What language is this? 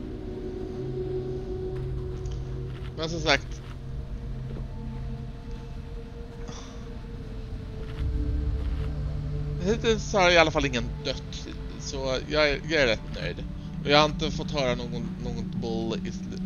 Swedish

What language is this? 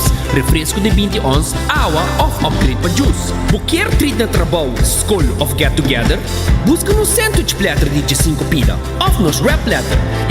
Papiamento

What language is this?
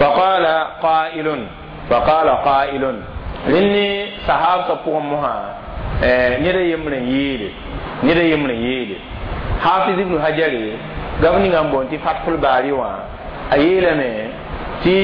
Mossi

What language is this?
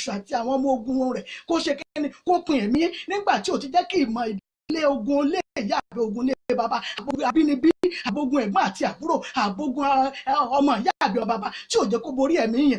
Yoruba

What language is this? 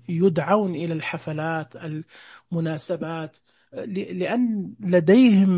Najdi Arabic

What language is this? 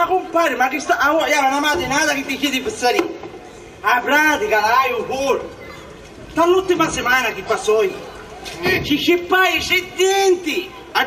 Sicilian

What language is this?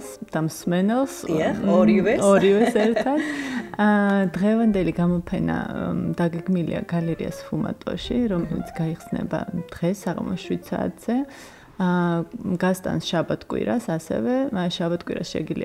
Georgian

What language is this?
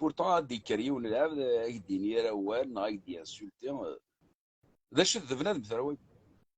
Kabyle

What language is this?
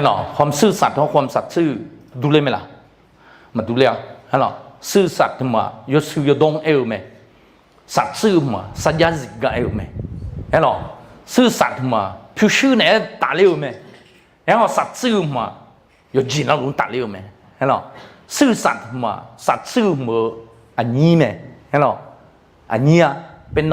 Akha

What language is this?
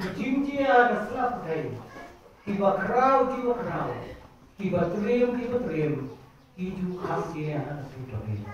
Khasi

